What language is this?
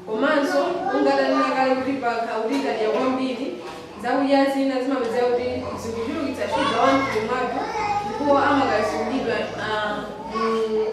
Nyanja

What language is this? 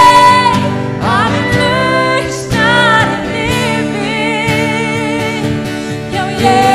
Icelandic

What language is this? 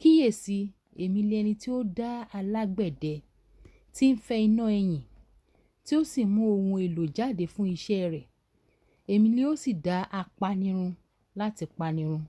Yoruba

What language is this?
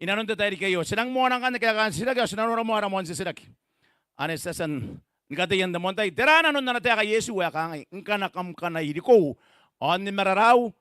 Gilbertese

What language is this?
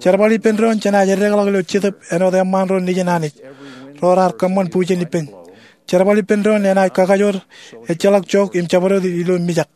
Marshallese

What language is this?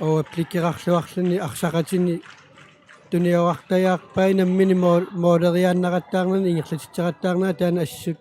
Kalaallisut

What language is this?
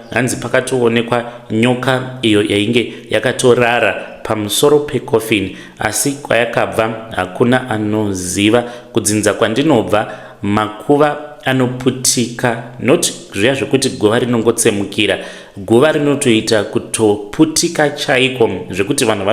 Shona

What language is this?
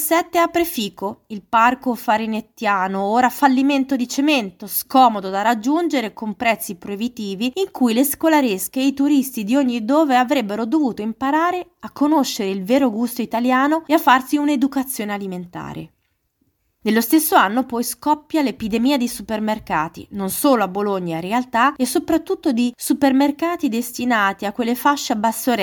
Italian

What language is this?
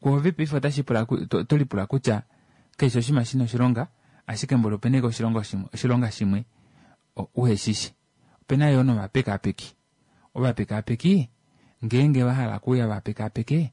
Kuanyama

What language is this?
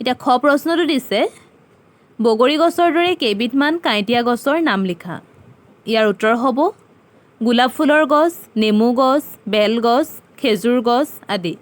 Assamese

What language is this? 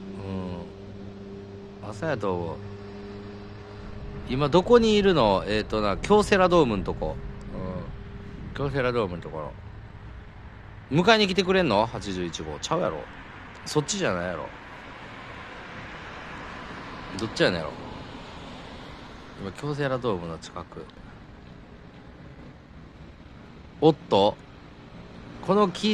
Japanese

